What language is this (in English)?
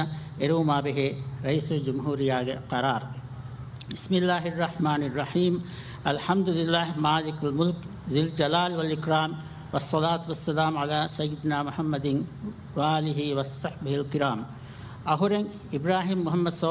Divehi